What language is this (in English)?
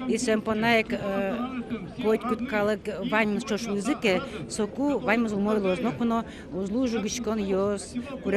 Udmurt